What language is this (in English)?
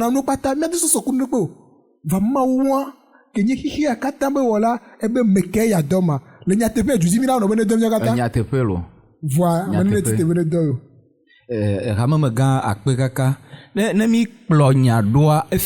Ewe